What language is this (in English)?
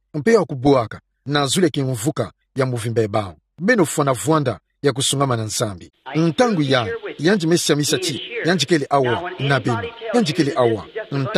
Kituba (Democratic Republic of Congo)